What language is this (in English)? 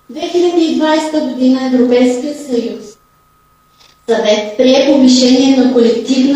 Bulgarian